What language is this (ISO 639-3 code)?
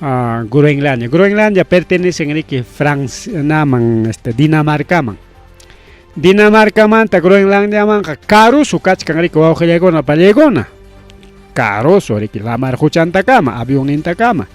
quy